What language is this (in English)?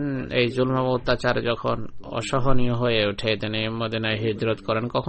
Bangla